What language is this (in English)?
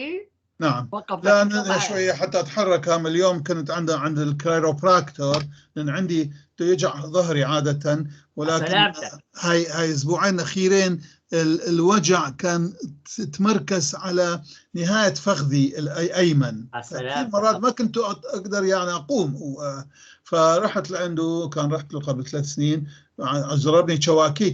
North Levantine Arabic